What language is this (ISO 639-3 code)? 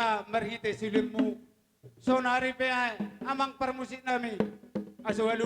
bbc